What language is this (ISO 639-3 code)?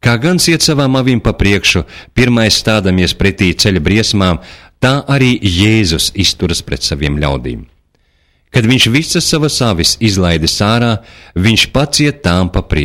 lav